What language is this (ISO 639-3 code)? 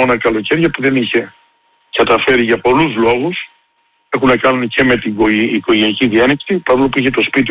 ell